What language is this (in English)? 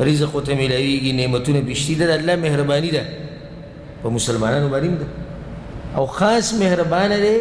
Pashto